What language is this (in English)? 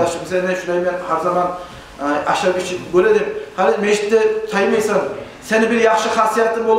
Kumyk